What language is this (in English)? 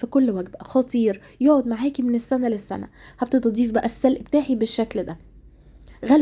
Egyptian Arabic